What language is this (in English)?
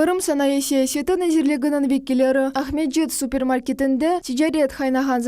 Crimean Tatar